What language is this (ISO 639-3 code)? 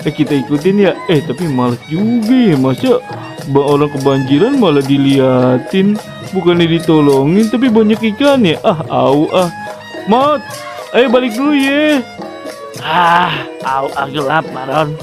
bew